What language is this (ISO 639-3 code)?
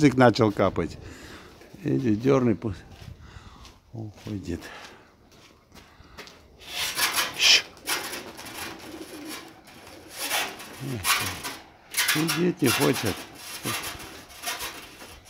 rus